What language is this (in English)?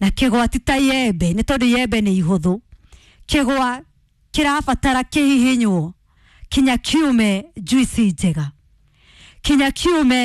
Kikuyu